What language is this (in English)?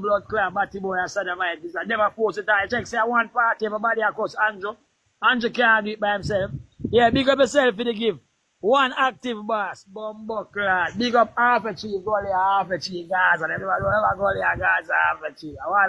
Jamaican Creole English